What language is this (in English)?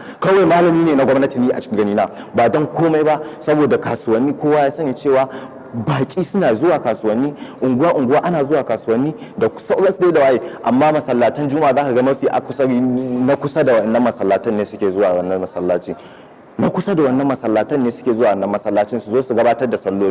Hausa